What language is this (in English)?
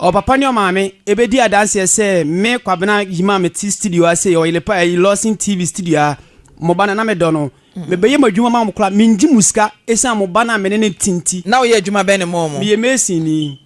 Akan